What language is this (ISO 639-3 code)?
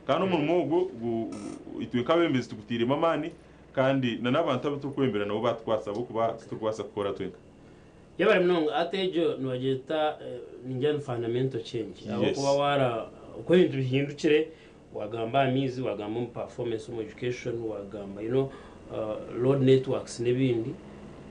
nyn